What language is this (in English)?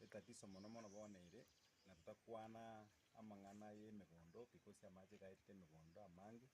Gusii